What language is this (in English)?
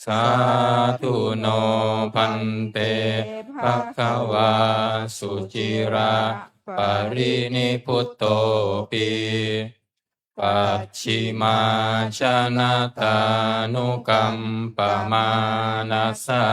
Pali